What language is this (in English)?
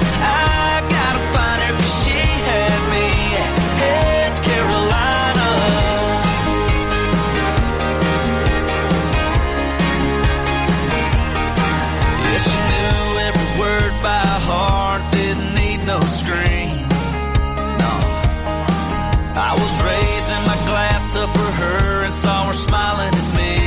English